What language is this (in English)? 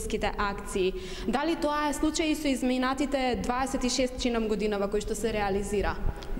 Macedonian